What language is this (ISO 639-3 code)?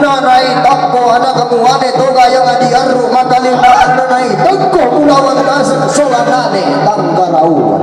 sda